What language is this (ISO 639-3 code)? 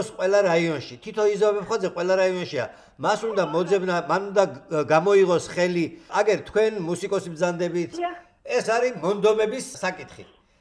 kat